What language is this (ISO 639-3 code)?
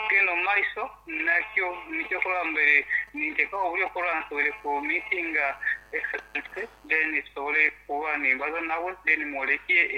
nyn